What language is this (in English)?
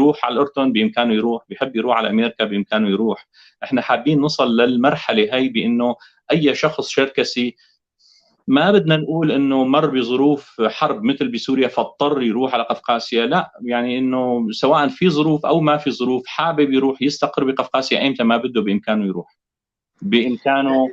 North Levantine Arabic